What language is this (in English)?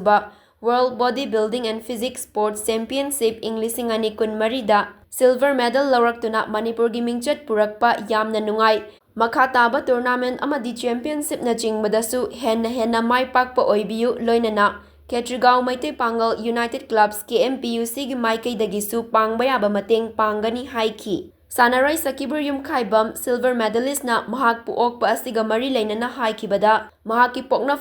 Manipuri